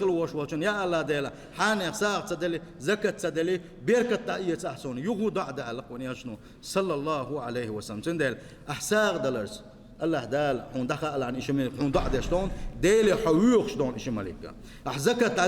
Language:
Chechen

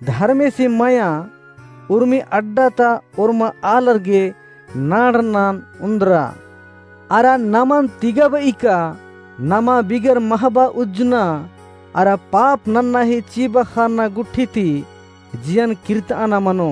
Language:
Kurukh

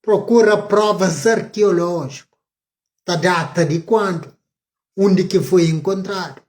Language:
Kabuverdianu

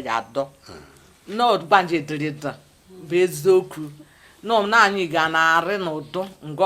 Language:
Igbo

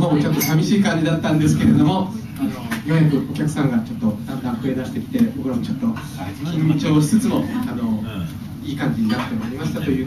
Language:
Japanese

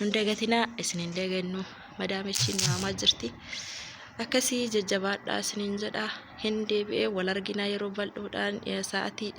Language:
Oromo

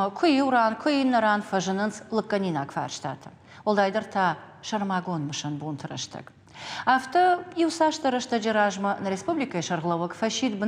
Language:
Ossetic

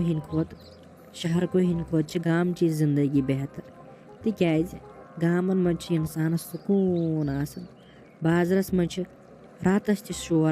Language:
Kashmiri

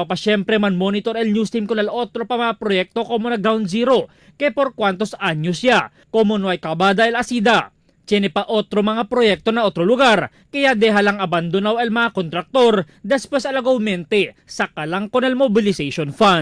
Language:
Chavacano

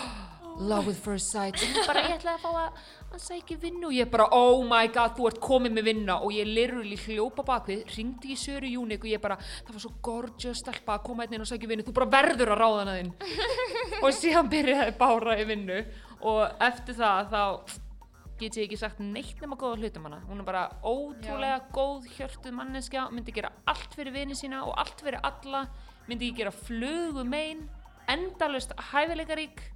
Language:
Icelandic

